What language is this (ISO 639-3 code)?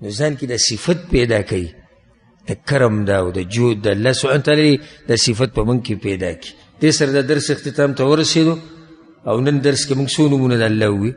pus